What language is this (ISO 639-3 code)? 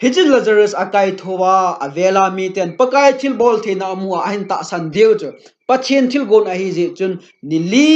tcz